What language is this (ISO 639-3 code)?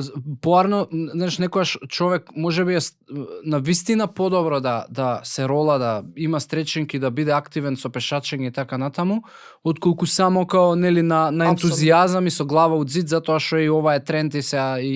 mkd